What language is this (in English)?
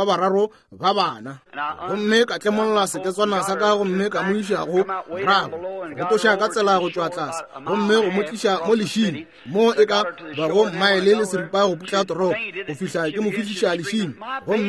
Northern Sotho